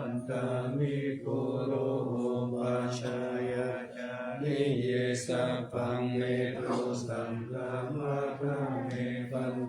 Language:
Pali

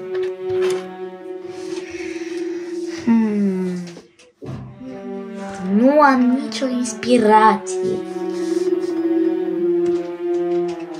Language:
Romanian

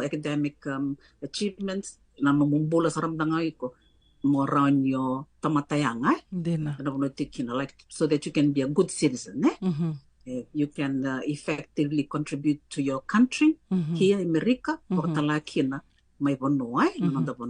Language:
Fijian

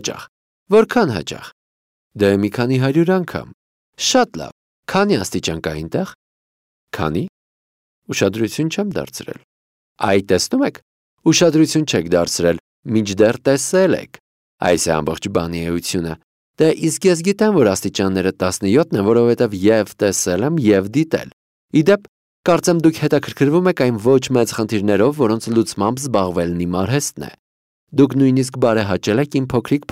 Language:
Armenian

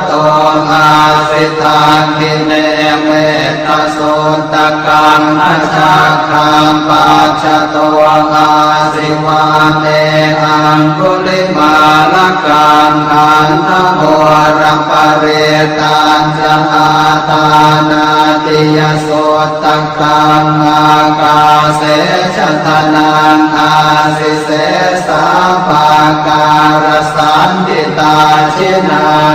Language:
Pali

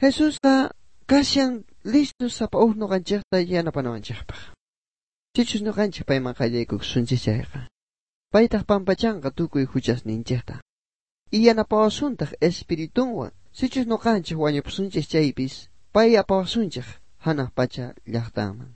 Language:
South Bolivian Quechua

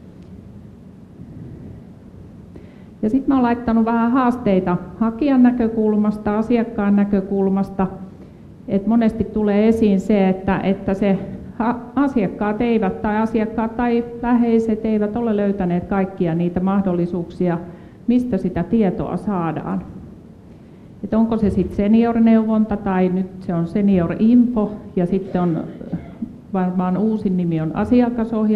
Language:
Finnish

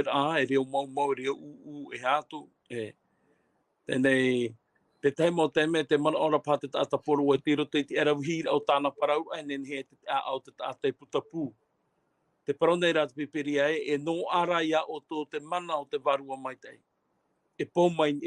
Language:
Tahitian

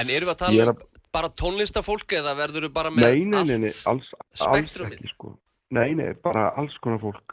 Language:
Icelandic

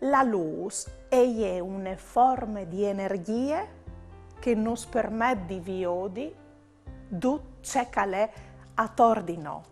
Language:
Friulian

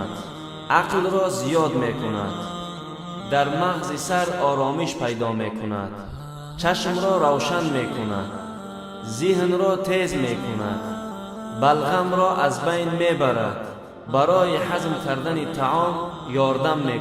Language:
Tajik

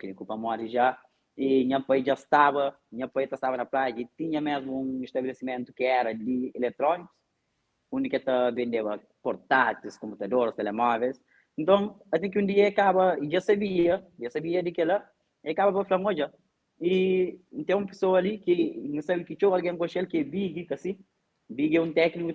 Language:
Kabuverdianu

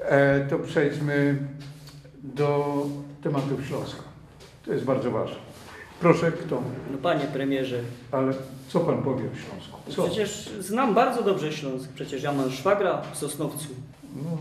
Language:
Silesian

